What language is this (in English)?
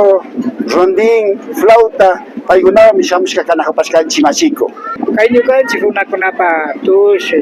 Imbabura Highland Quichua